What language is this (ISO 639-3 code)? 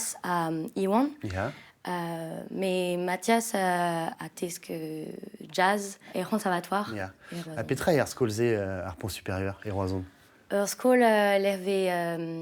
bre